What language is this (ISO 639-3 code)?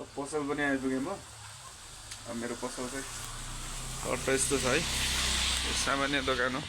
nep